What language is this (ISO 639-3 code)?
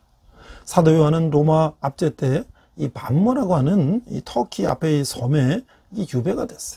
kor